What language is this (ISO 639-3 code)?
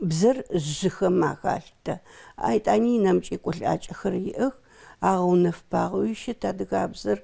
ady